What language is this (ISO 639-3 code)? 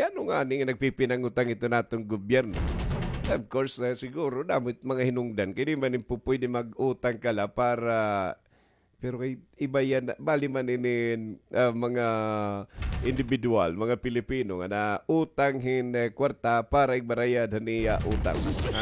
war